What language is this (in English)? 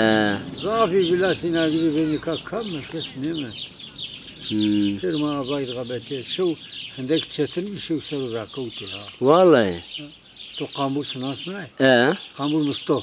Zaza